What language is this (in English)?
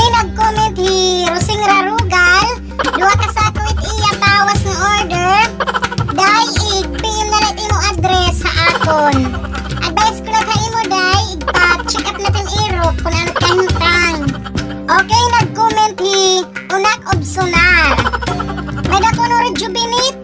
Waray